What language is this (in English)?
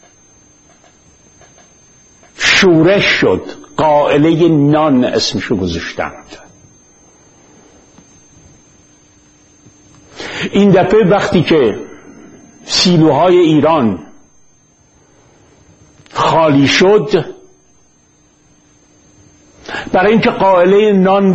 Persian